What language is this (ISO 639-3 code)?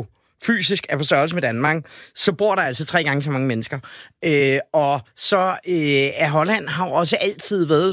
dan